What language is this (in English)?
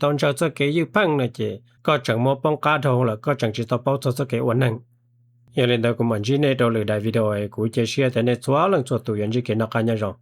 Hmong